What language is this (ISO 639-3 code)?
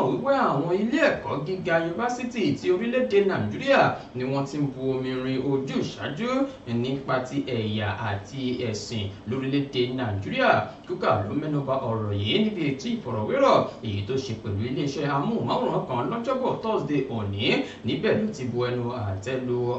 yor